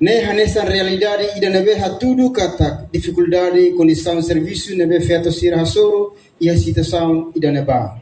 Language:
Tetum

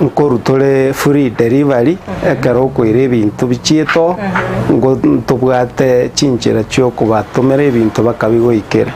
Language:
Gusii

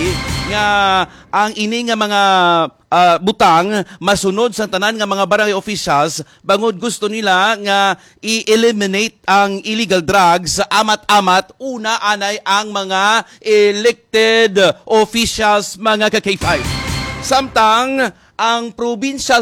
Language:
Hiligaynon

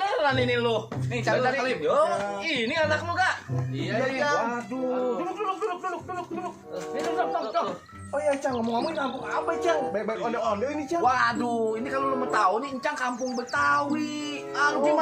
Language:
Betawi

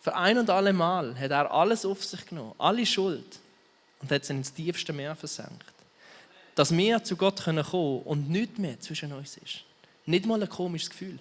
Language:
Swiss German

